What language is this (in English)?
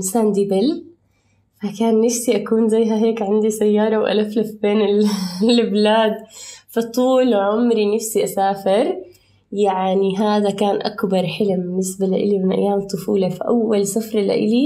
North Levantine Arabic